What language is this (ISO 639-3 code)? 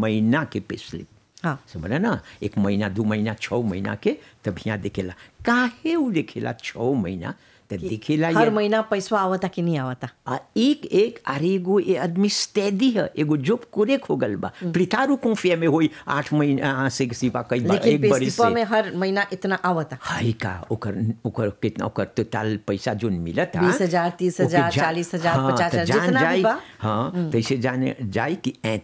bho